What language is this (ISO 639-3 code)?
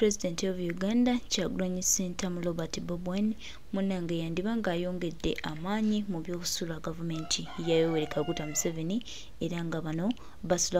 lug